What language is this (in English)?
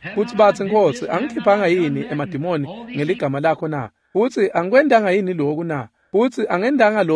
Swati